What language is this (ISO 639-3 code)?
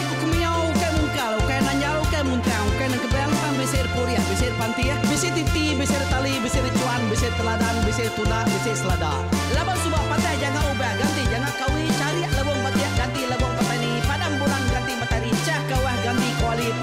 iba